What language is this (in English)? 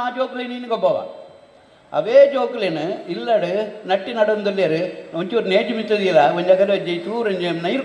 Tulu